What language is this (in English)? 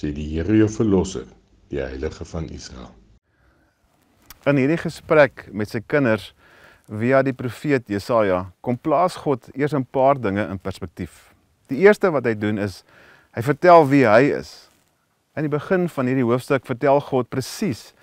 Afrikaans